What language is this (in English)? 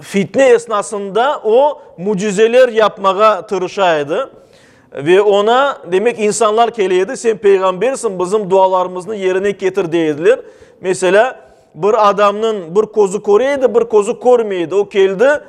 Crimean Tatar